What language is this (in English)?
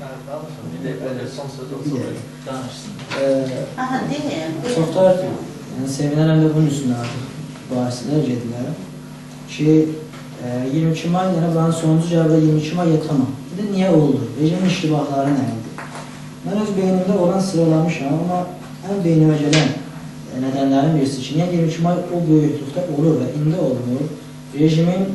South Azerbaijani